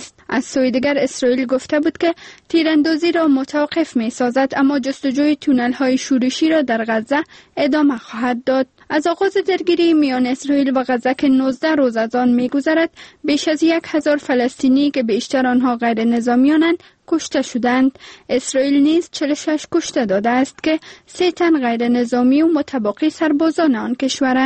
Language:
Persian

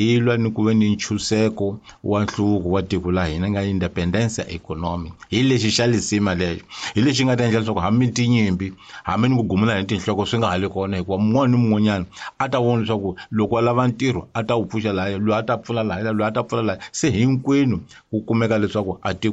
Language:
Tsonga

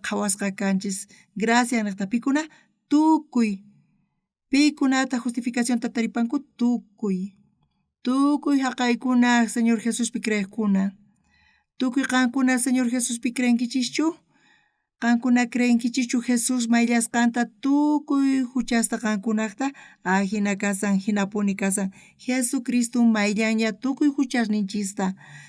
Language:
South Bolivian Quechua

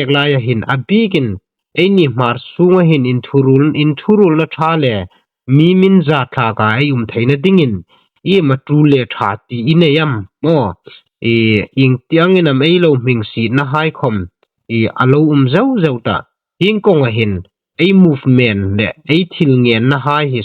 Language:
Hmar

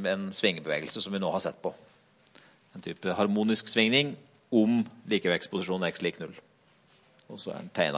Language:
Norwegian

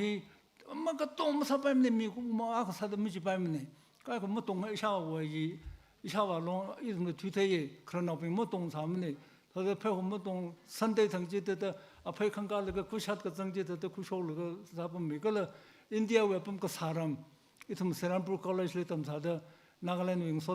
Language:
Tangkhul Naga (India)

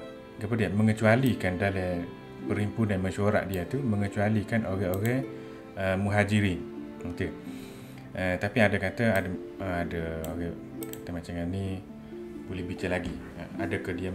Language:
Malay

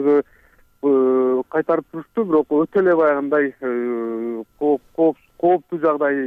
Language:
Kyrgyz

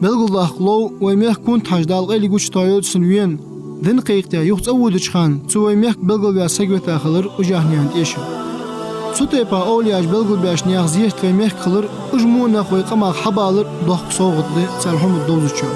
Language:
Ingush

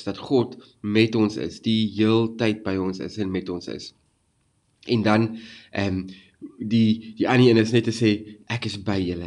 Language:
Afrikaans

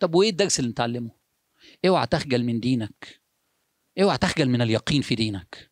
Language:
Egyptian Arabic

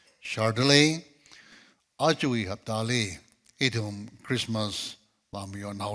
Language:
Tangkhul Naga (India)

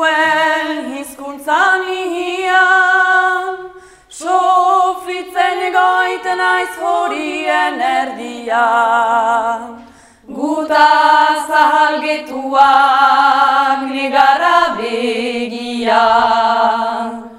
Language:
Basque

